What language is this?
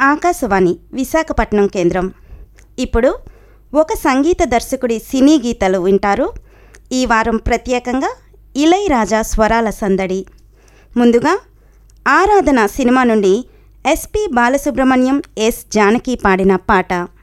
Telugu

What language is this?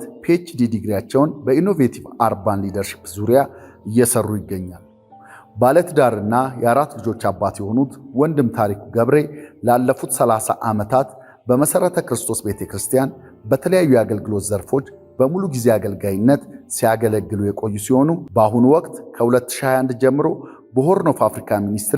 Amharic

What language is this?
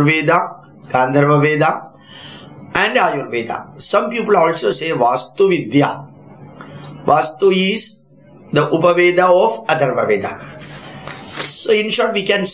English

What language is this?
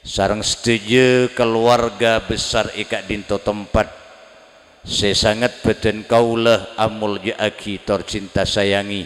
Madurese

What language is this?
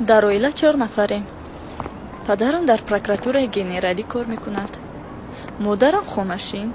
Tajik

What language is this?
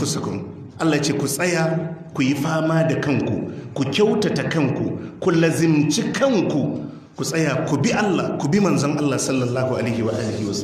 Hausa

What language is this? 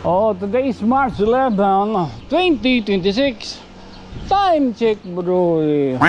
Waray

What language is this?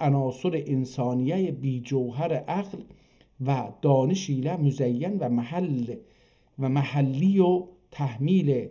South Azerbaijani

